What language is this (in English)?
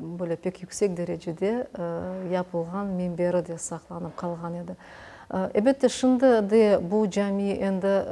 Crimean Tatar